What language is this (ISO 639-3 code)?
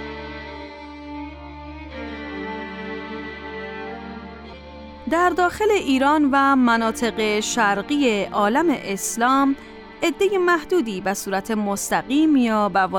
fas